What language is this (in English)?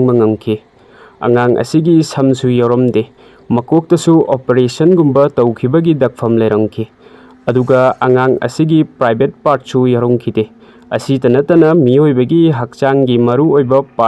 Manipuri